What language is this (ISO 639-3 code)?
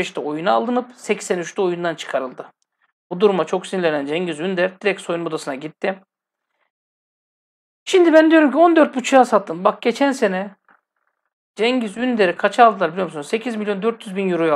tur